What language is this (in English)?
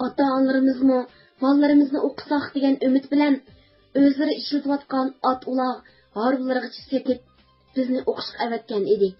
Uyghur